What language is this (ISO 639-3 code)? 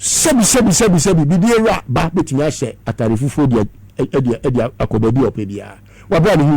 aka